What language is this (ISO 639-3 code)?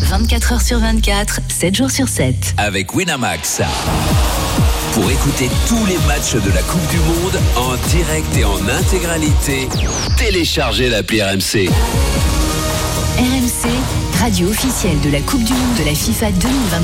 fra